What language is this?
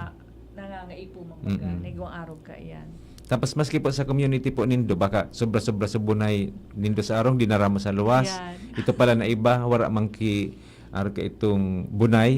Bikol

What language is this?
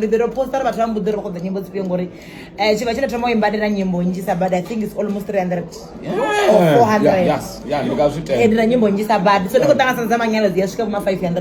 Venda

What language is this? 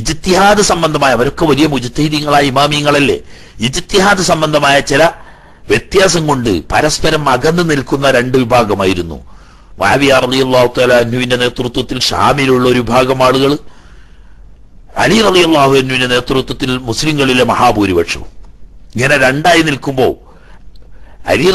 Malayalam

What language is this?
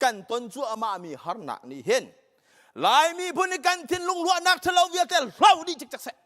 Hakha Chin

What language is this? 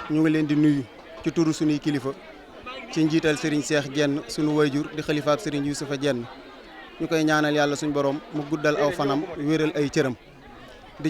Wolof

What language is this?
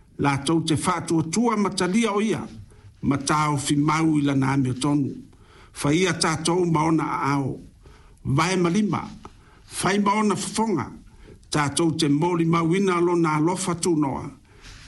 Samoan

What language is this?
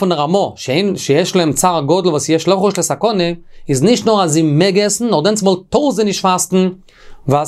Yiddish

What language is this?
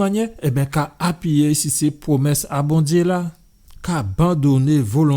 Guadeloupean Creole French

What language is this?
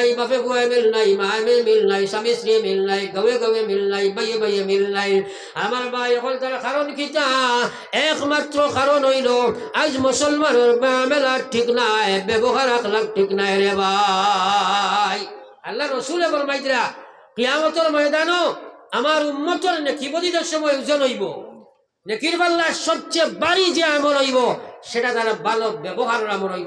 Sylheti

